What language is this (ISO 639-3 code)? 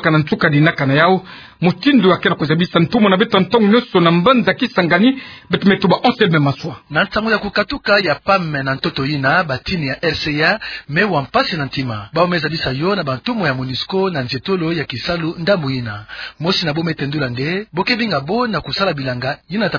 ktu